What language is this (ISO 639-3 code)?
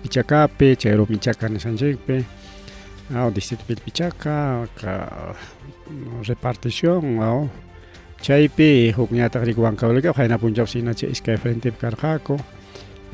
quy